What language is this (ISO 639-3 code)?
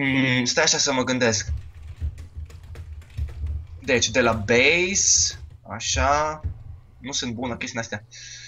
ron